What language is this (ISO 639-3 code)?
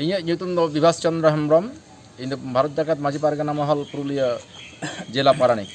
sat